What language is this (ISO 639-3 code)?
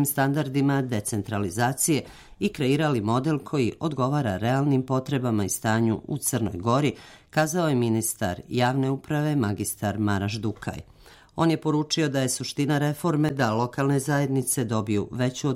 srp